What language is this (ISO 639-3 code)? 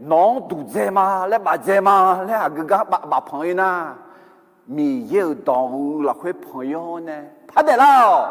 ahk